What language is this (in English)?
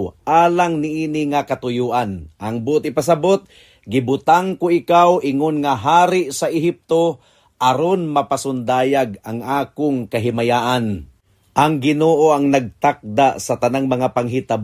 Cebuano